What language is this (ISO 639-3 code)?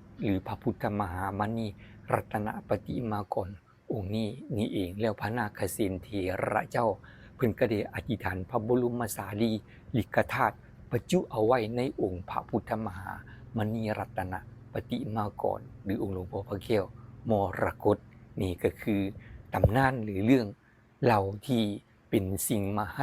tts